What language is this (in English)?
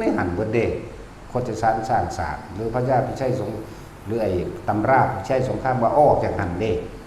Northeastern Thai